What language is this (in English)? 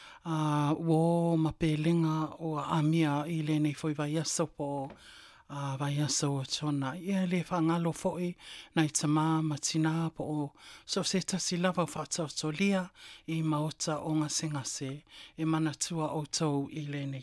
Samoan